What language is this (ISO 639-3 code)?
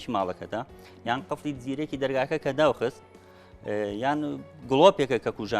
ckb